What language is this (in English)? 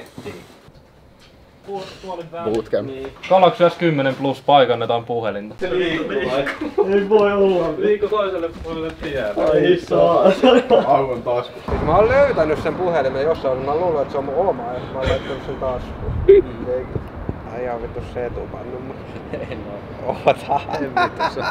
Finnish